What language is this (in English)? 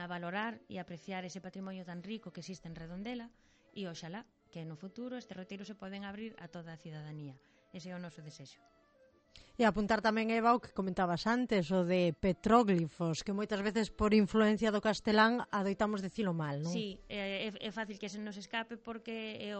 Galician